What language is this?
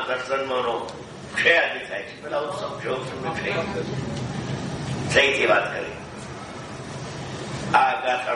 Gujarati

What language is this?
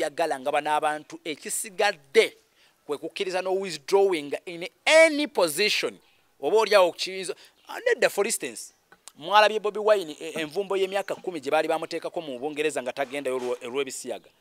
Ganda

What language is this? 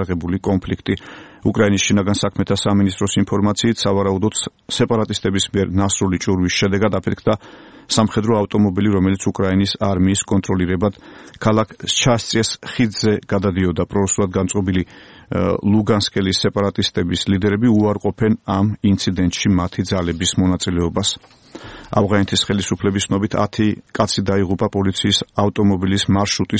Georgian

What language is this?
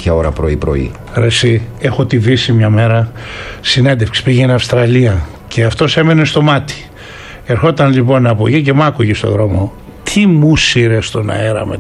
Greek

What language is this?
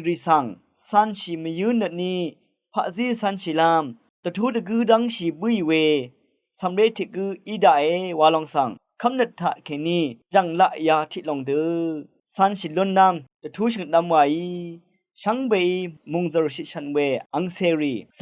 Rawang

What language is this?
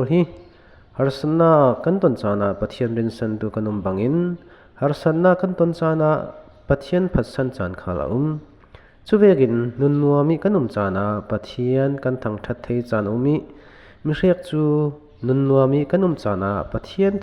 Falam Chin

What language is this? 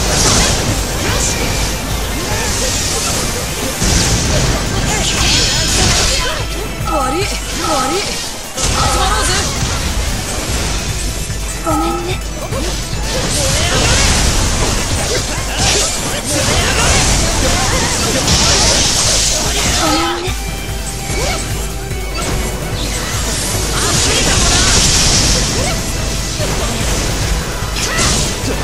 Japanese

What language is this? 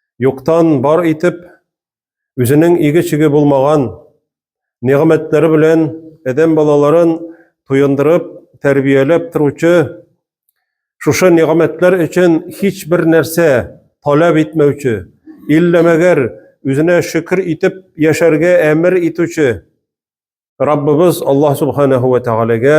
Tatar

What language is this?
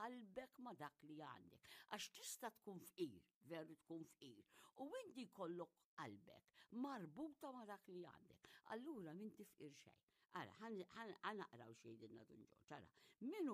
Maltese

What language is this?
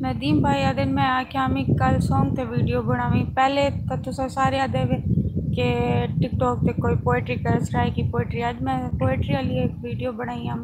Saraiki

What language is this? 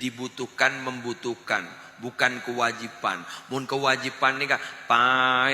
Madurese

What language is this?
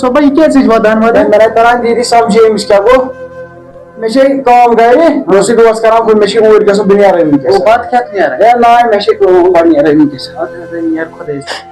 Kashmiri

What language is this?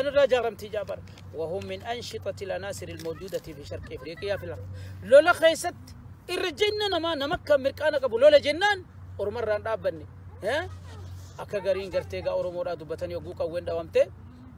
Oromo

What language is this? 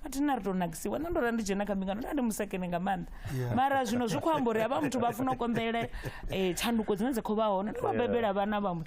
Venda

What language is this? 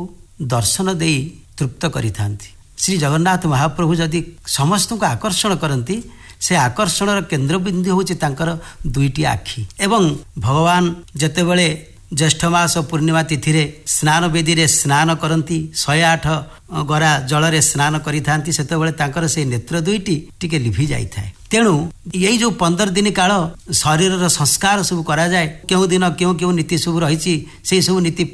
Odia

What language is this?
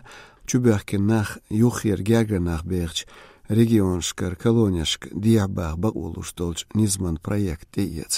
Chechen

